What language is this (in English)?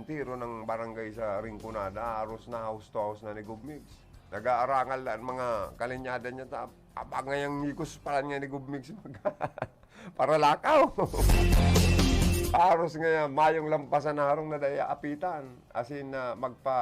Bikol